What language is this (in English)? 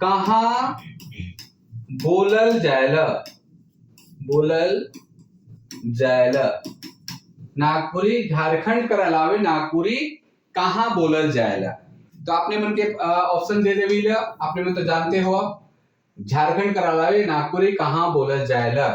Sadri